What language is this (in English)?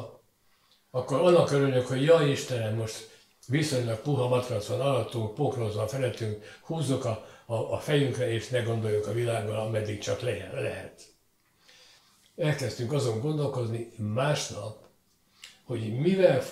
Hungarian